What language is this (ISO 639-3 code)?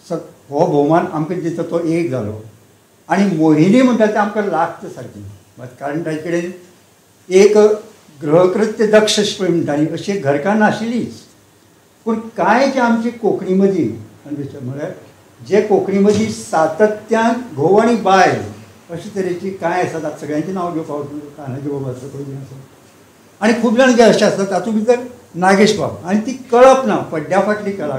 kok